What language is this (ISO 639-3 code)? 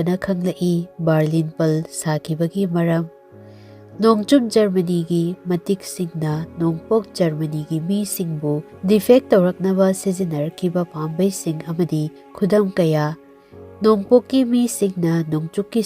mni